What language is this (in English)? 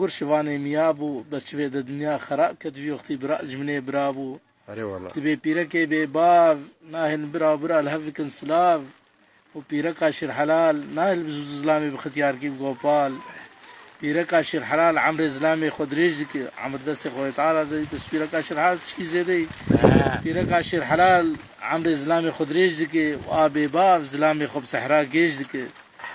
Kurdish